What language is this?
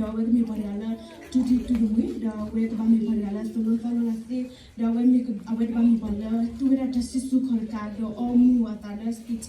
S'gaw Karen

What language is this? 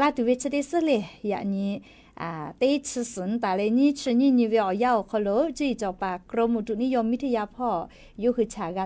Lahu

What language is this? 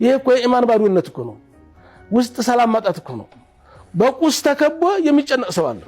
Amharic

